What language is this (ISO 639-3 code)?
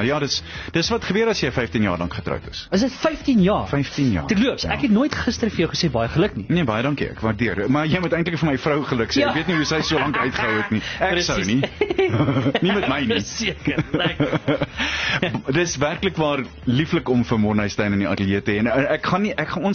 afr